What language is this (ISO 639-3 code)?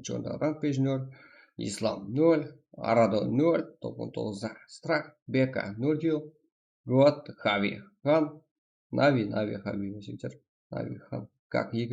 kaa